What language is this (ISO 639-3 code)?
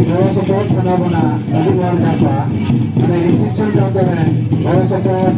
sat